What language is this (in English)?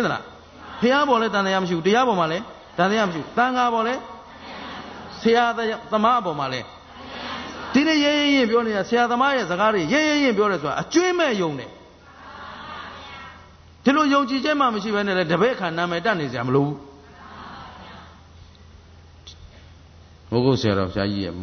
Burmese